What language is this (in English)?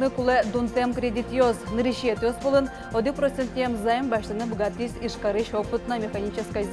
Udmurt